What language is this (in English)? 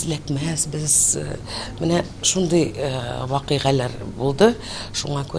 Tatar